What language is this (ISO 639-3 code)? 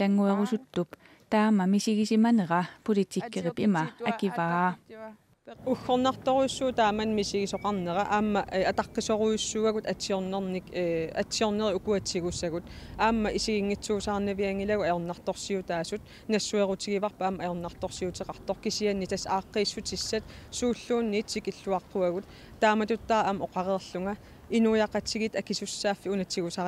kal